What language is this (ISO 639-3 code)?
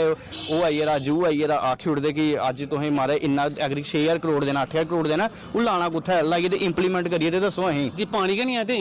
doi